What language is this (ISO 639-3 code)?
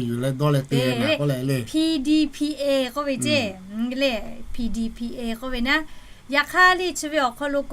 lhu